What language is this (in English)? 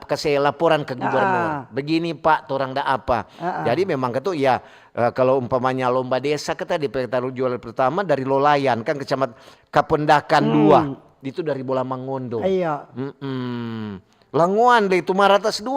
Manado Malay